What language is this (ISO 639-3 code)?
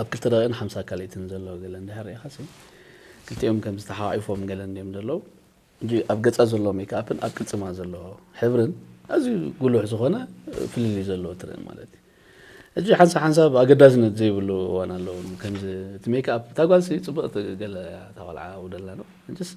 tir